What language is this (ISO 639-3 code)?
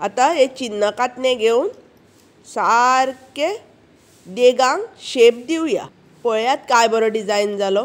kok